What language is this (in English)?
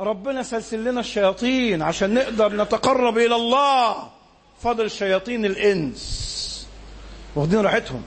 Egyptian Arabic